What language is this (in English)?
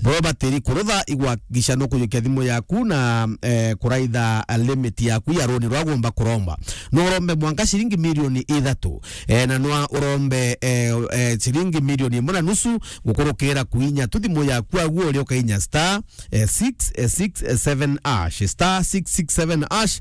Meru